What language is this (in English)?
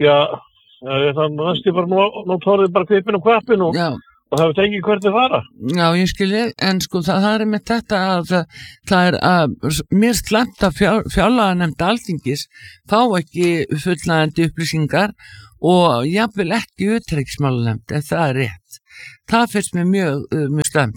Icelandic